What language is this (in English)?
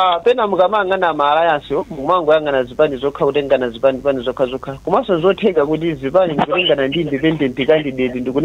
Nyanja